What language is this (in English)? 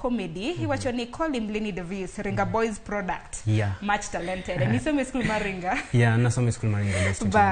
Luo (Kenya and Tanzania)